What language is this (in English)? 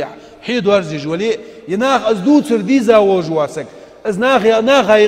Ingush